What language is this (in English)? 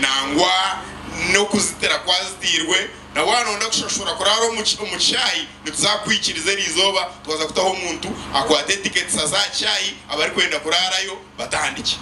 Nyankole